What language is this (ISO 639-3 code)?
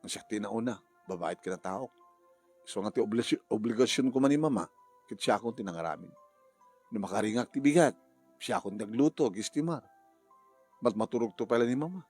ilo